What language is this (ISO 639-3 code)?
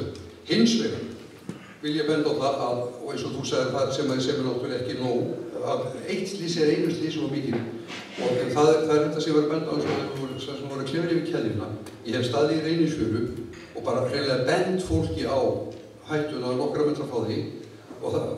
isl